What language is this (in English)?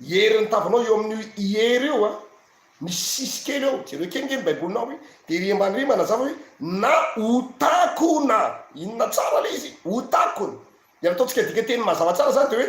Malagasy